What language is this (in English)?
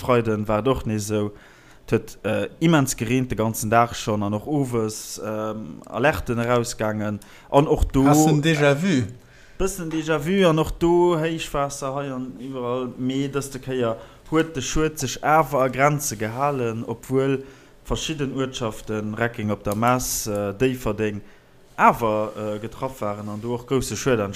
Luxembourgish